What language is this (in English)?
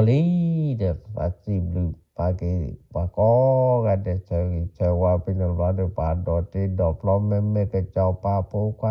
S'gaw Karen